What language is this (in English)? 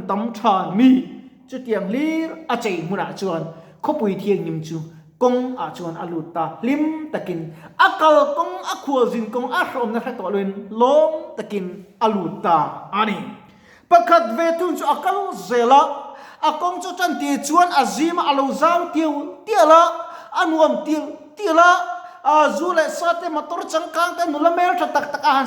Mizo